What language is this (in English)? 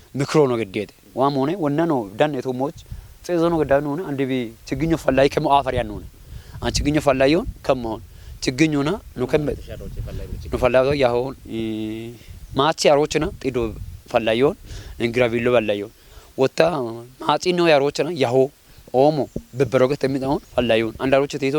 Kafa